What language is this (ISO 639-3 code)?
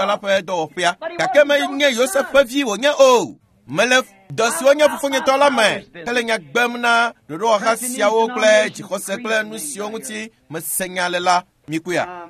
ewe